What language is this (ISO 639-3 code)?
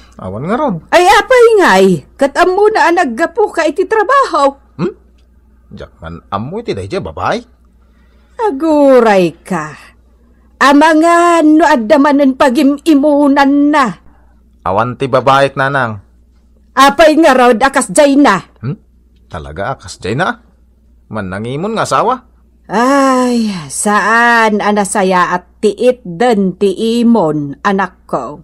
ilo